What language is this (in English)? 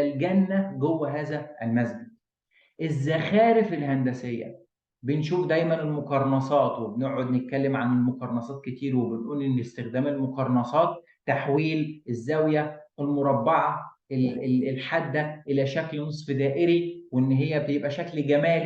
Egyptian Arabic